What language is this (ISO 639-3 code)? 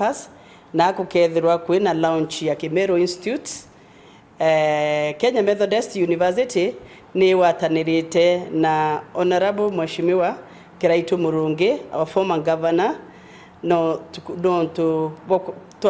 mer